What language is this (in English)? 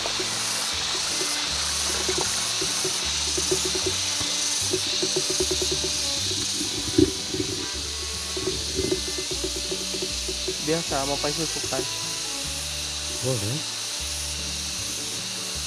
Indonesian